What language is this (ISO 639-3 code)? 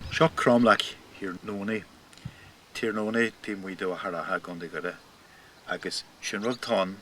gle